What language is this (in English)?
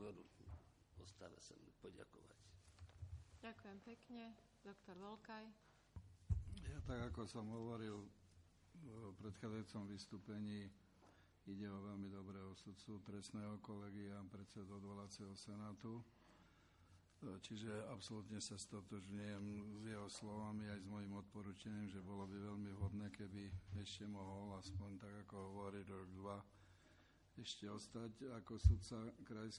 Slovak